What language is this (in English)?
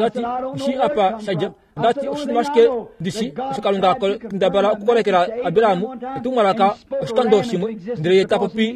Kuanyama